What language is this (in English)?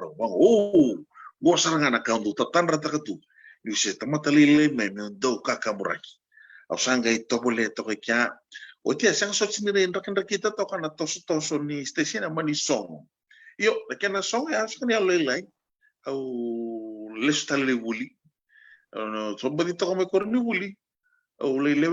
Fijian